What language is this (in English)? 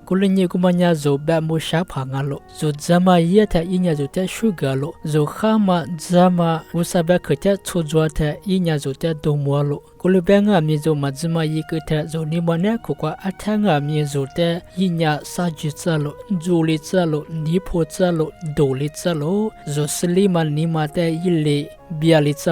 Lisu